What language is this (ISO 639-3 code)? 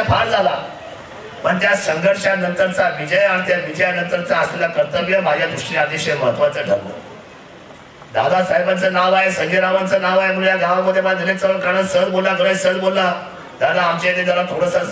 mar